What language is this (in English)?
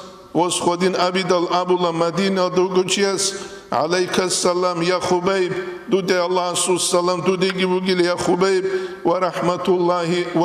Avaric